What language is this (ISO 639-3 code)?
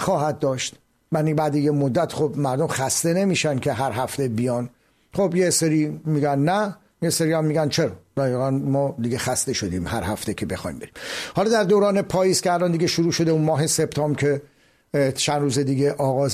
fas